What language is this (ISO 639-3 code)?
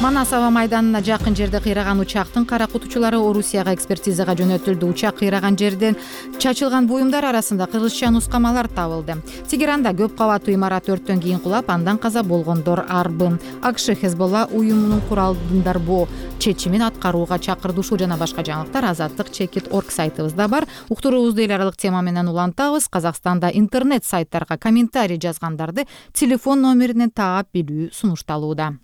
kir